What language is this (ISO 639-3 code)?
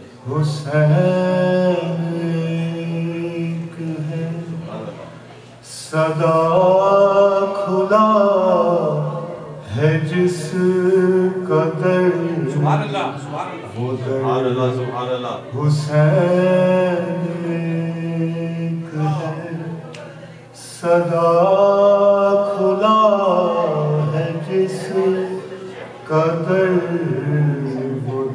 urd